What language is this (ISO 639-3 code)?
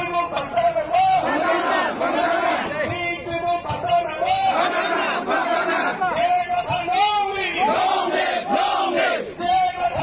mjw